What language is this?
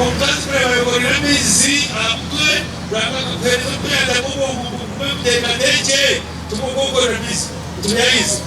Nyankole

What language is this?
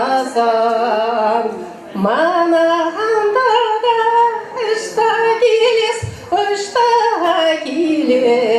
Chuvash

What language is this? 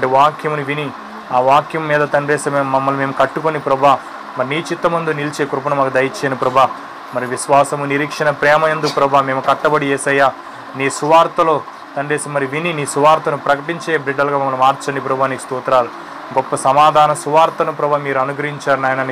Telugu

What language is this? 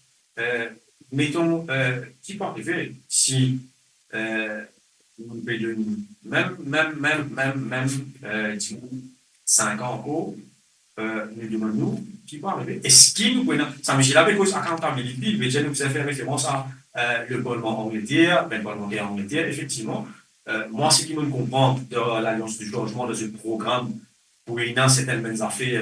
Morisyen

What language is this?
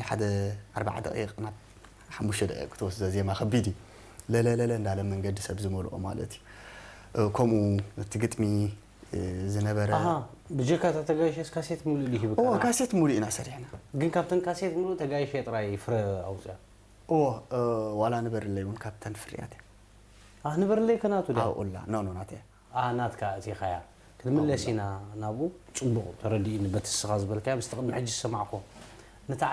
Tigrinya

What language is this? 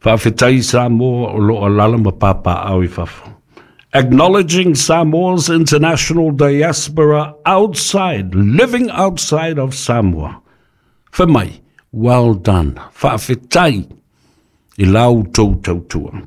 Samoan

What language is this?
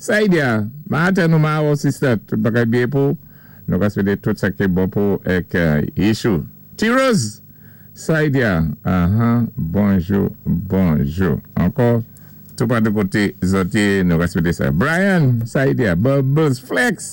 Saint Lucian Creole French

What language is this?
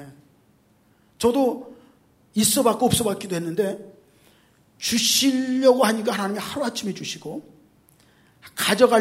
Korean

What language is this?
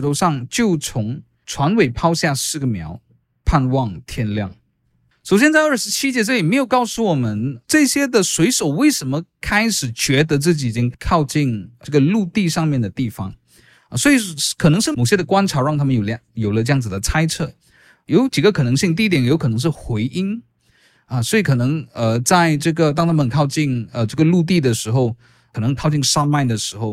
Chinese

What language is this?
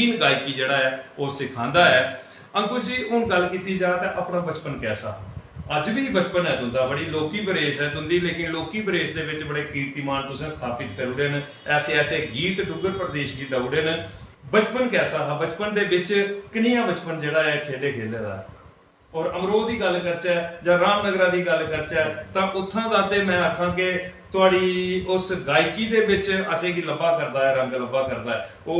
Dogri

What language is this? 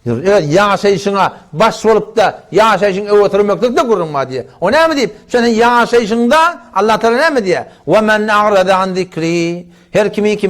Turkmen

